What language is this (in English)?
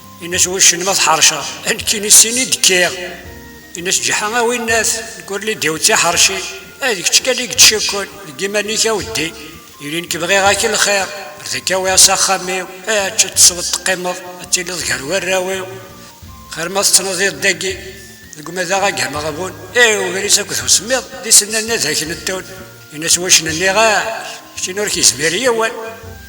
Kabyle